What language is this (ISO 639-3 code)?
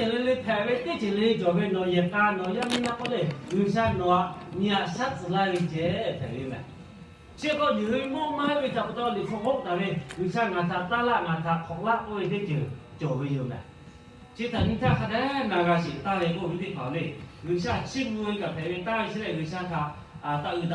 lhu